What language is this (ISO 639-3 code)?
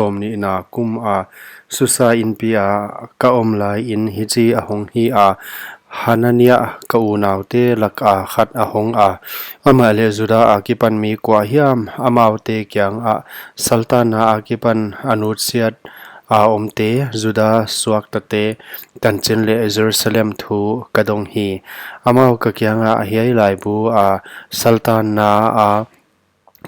pck